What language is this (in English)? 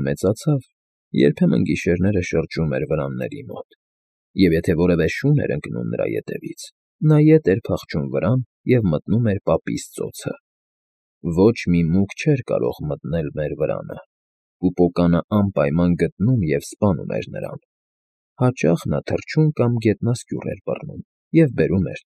Armenian